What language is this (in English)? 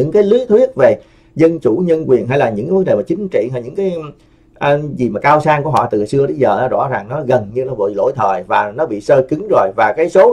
Vietnamese